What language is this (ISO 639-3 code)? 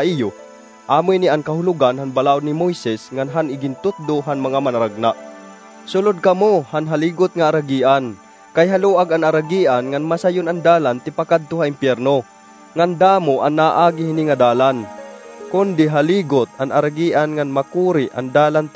war